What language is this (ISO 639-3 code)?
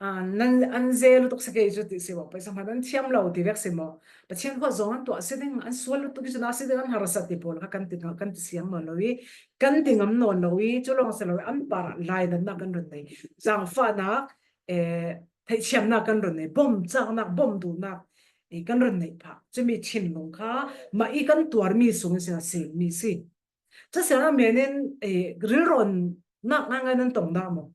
cfm